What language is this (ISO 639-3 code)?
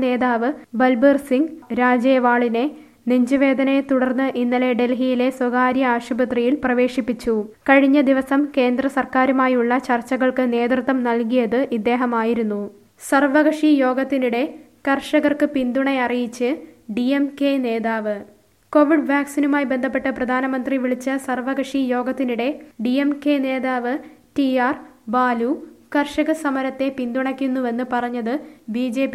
mal